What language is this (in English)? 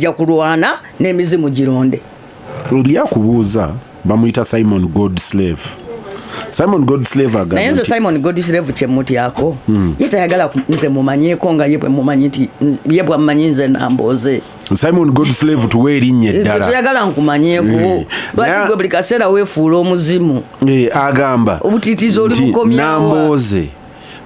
Ganda